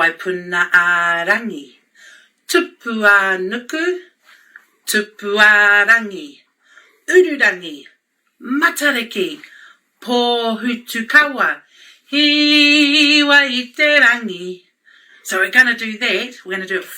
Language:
Māori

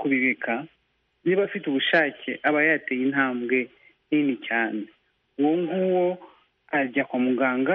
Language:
Kinyarwanda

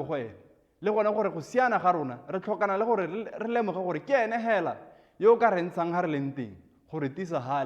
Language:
Tswana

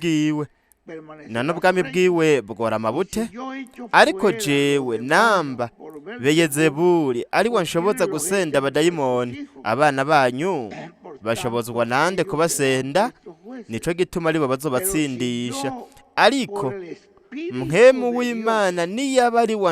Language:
Rundi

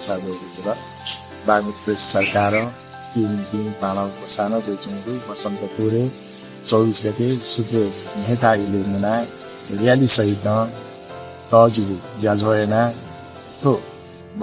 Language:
Newari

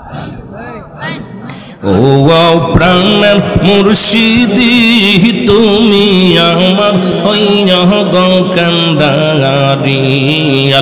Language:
Bangla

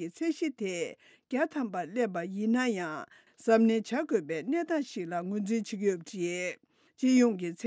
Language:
Tibetan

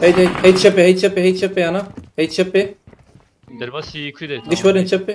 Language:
Kurdish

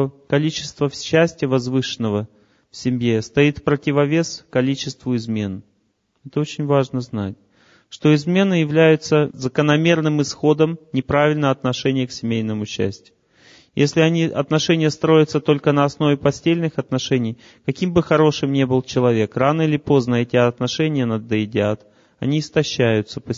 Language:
Russian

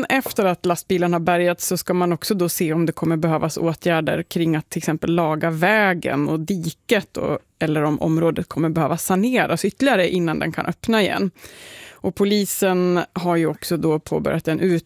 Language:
Swedish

